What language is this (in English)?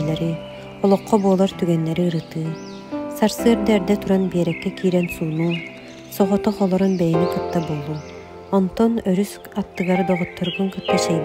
Yakut